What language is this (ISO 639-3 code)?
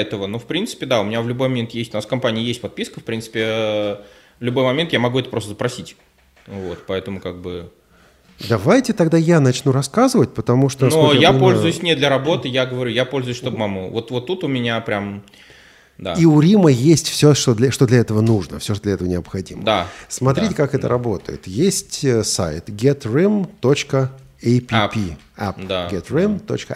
rus